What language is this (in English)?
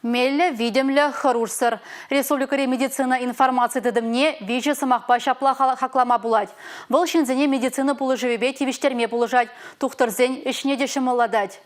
Chuvash